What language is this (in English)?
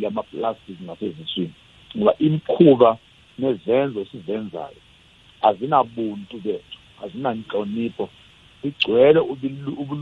South Ndebele